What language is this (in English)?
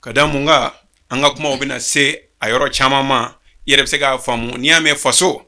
Bambara